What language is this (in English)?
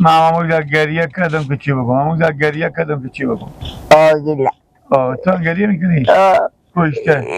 Persian